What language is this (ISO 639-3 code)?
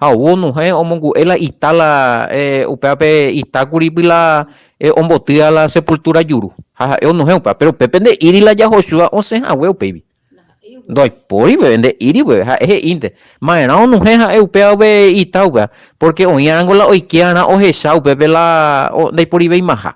grn